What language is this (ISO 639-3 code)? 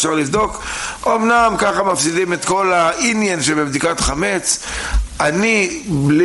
heb